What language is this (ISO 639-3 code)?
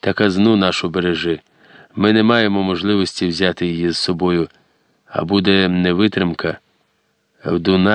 ukr